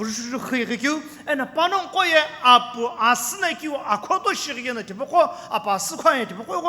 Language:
Sumi Naga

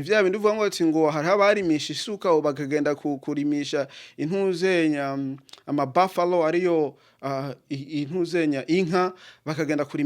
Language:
Rundi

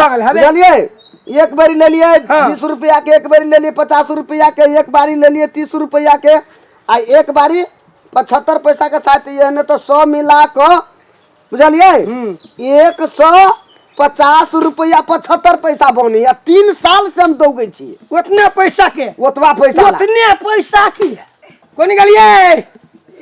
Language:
Maithili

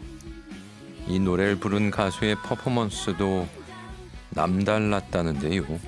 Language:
Korean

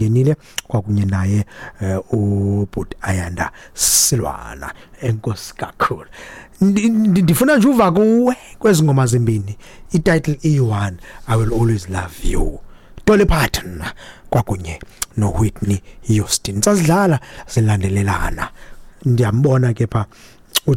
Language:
Xhosa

